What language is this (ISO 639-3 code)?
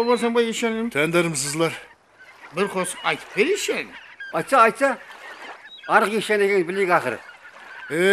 kaa